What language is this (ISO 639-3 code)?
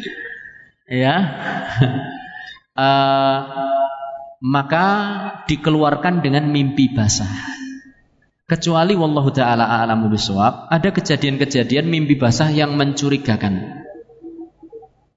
ind